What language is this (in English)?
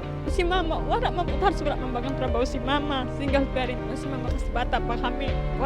Bikol